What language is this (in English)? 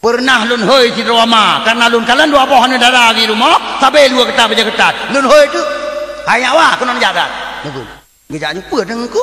Achinese